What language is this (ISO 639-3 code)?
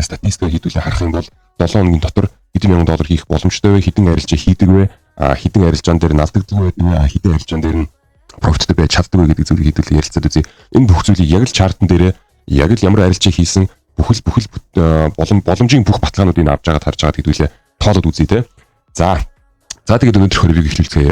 mon